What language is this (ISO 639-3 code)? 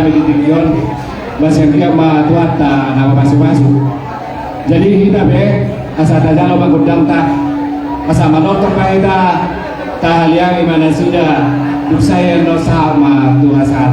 bbc